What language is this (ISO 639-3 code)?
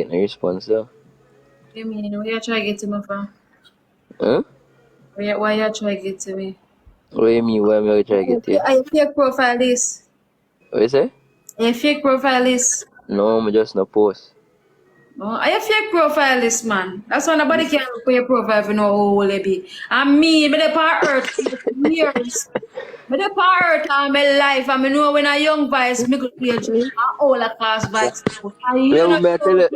jam